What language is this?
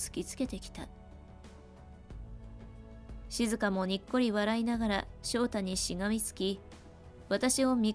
Japanese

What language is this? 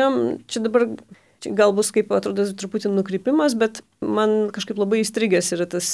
Lithuanian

